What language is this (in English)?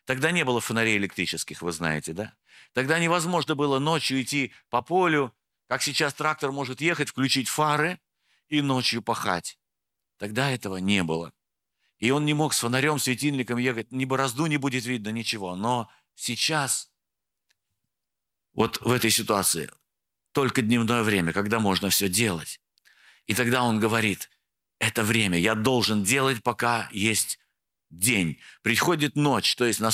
Russian